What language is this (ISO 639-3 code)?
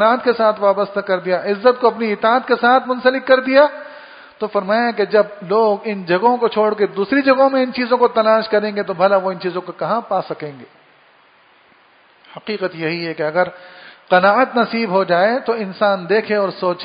urd